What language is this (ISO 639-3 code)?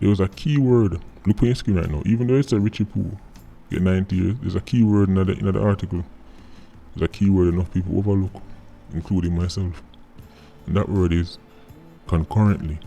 jam